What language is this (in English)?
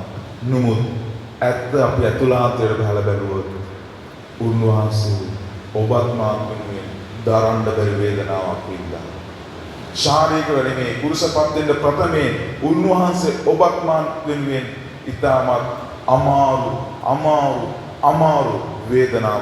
Sinhala